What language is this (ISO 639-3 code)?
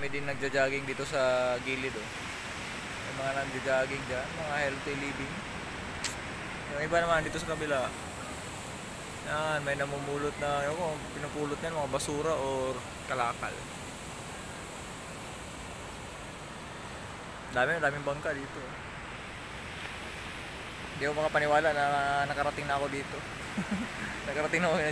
fil